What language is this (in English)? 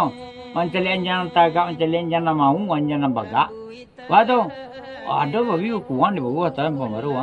Minangkabau